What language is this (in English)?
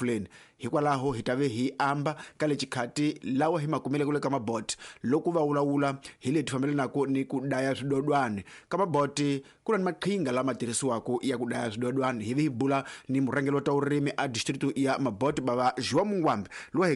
Tsonga